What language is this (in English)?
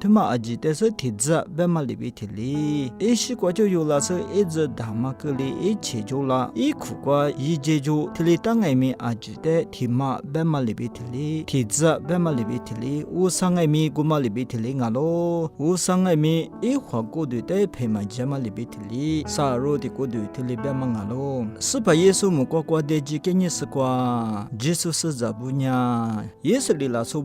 Lisu